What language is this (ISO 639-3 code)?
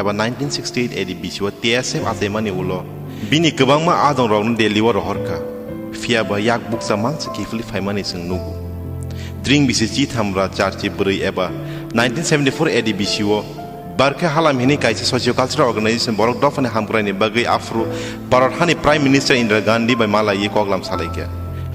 trp